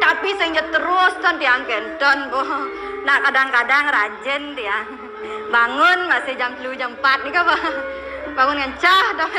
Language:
Balinese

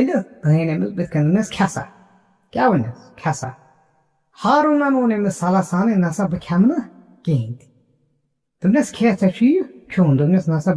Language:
Kashmiri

